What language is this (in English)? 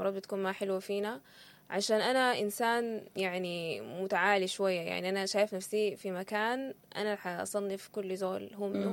Sudanese Arabic